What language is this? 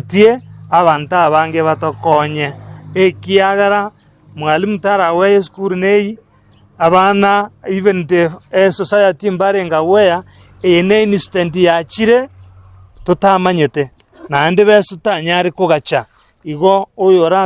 Gusii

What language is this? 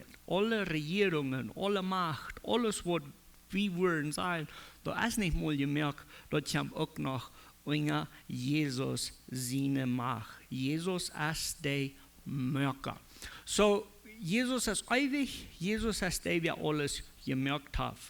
Plautdietsch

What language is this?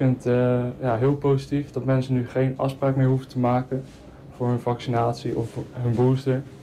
Dutch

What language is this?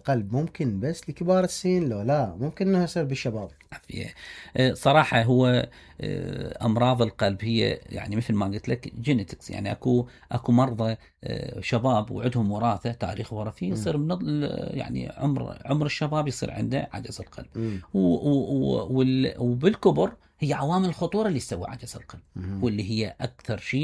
Mesopotamian Arabic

